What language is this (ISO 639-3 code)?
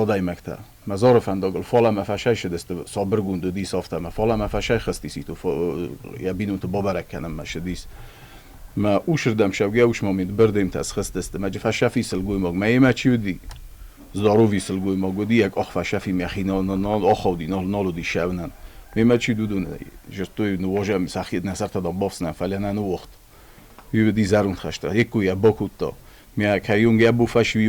oss